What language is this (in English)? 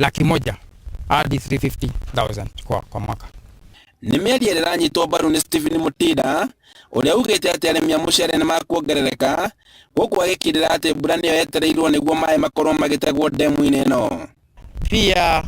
Kikuyu